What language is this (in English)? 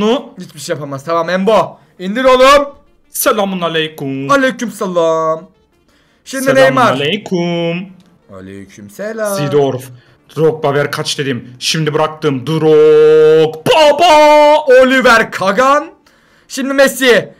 Turkish